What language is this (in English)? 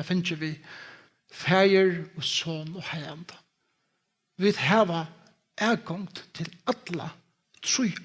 Faroese